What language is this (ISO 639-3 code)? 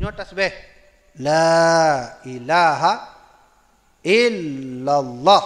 ace